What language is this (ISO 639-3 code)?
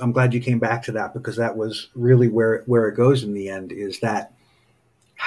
eng